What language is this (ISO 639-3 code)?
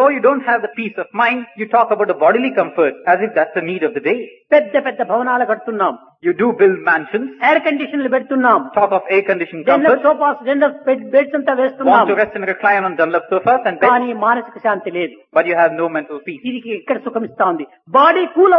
tel